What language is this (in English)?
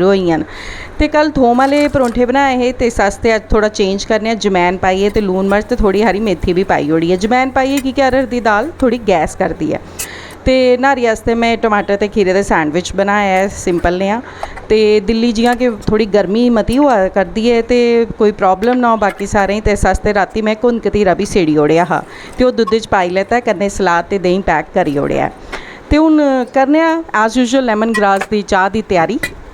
Dogri